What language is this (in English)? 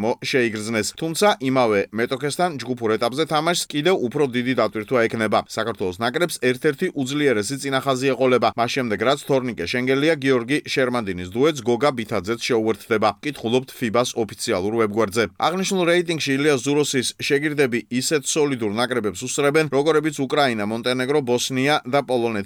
Georgian